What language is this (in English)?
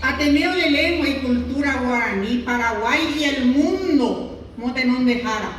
Guarani